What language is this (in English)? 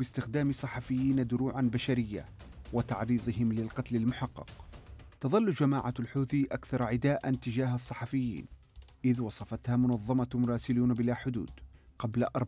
Arabic